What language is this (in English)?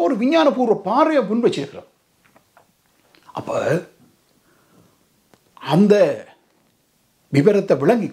Tamil